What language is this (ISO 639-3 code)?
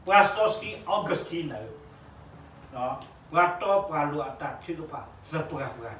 ksw